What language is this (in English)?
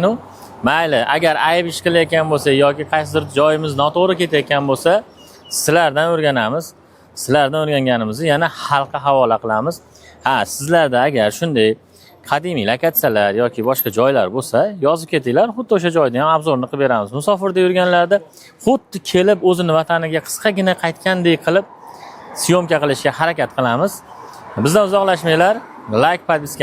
Uzbek